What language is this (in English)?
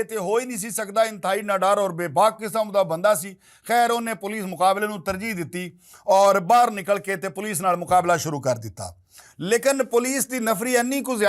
Western Panjabi